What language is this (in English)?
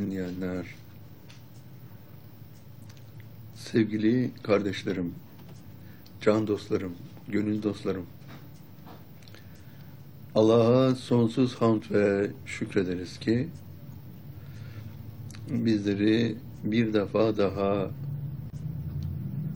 Turkish